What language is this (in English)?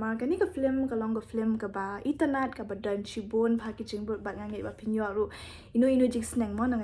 Khasi